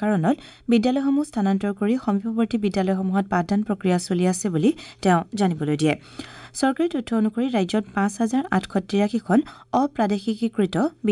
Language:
Assamese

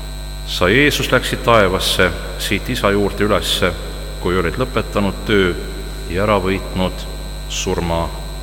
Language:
Estonian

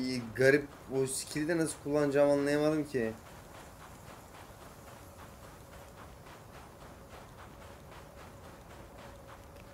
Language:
Turkish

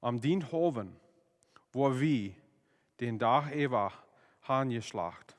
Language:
Plautdietsch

